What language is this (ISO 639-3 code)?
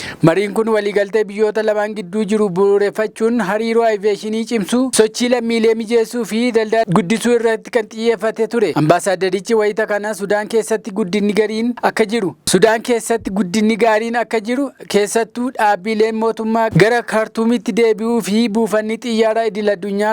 orm